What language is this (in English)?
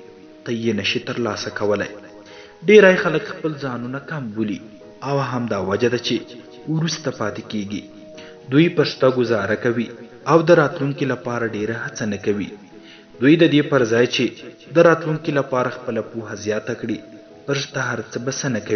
Pashto